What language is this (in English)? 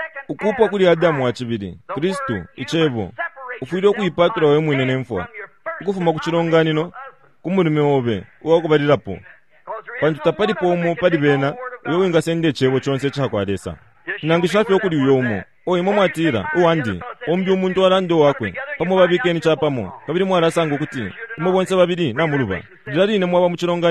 Bemba